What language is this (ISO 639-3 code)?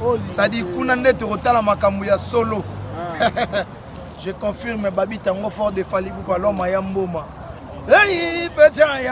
lin